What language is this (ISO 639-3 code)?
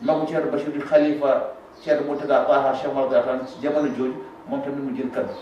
wol